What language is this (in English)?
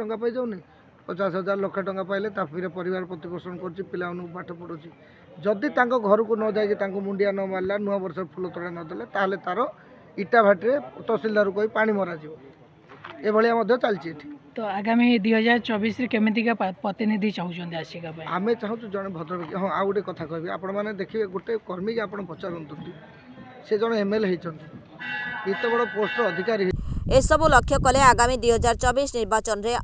Odia